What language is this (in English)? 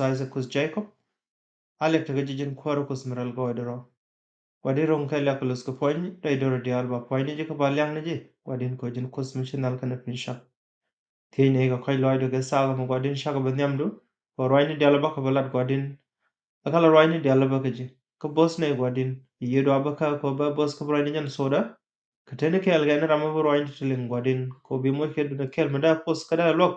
Nuer